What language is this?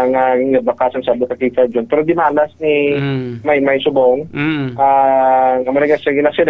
Hiligaynon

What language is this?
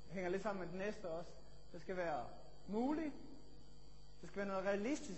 Danish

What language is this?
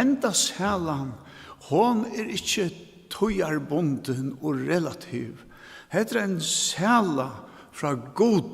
Faroese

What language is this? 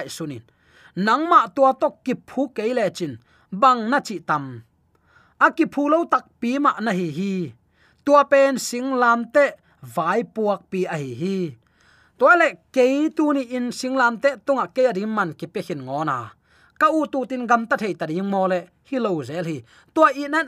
Tedim Chin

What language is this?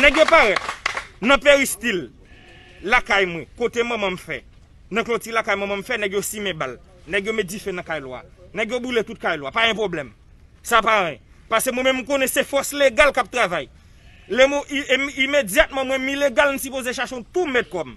Haitian Creole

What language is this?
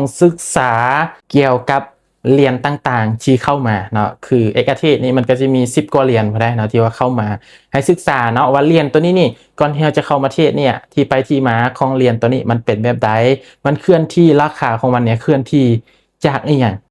Lao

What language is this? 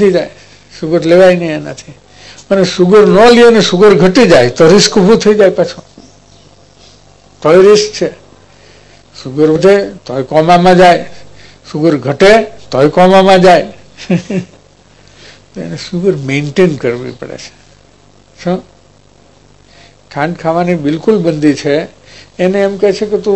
Gujarati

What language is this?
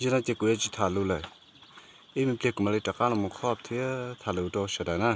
Hmong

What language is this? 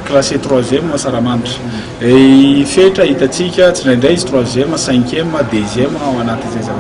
Malagasy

